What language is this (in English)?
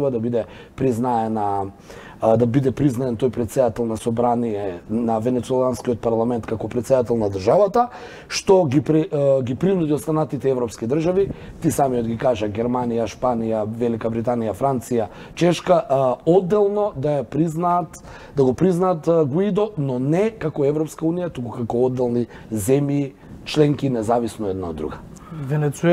Macedonian